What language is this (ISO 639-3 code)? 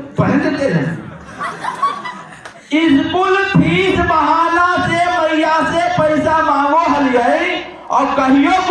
mag